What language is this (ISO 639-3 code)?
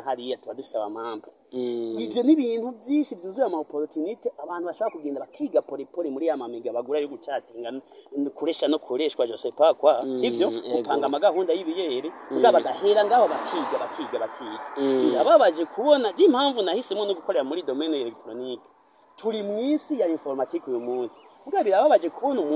run